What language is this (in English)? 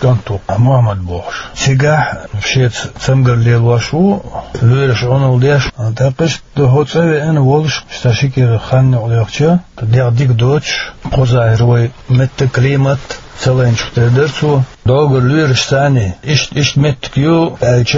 Chechen